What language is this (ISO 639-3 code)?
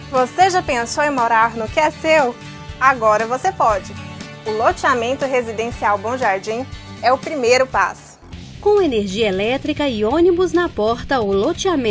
por